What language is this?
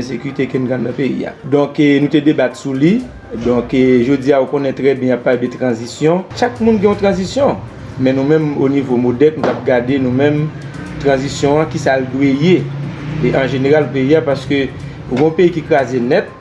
Haitian Creole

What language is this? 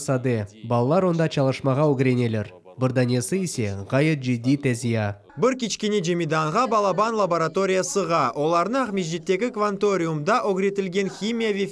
Crimean Tatar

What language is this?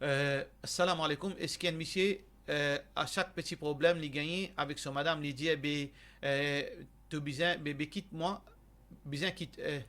Morisyen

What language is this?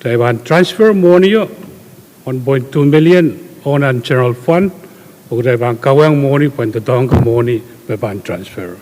Pohnpeian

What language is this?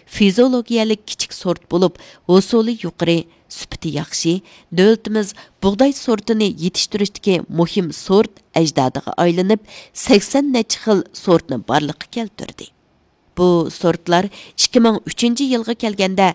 Uyghur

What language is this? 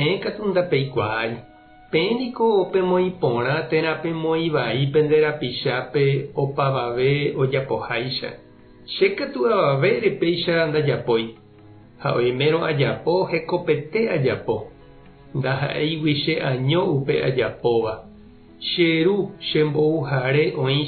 Guarani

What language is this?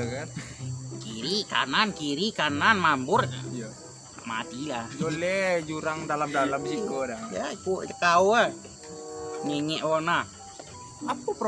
Minangkabau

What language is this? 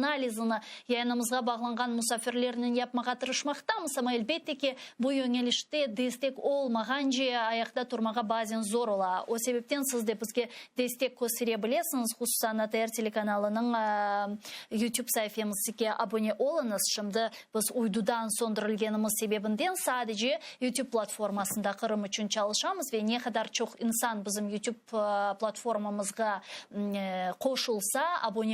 Crimean Tatar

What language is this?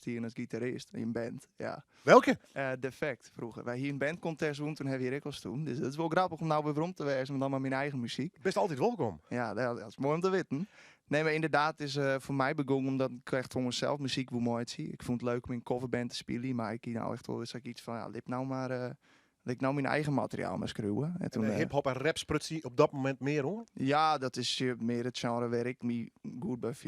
Western Frisian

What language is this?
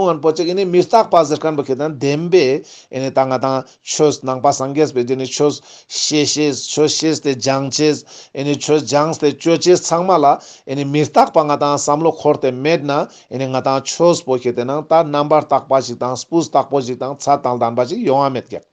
Ladakhi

